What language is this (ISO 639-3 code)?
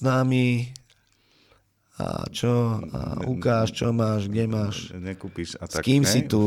slk